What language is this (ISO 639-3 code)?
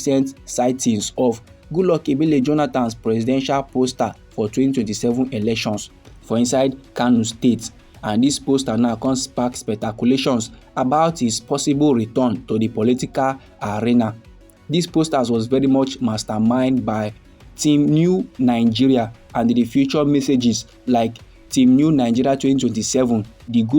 pcm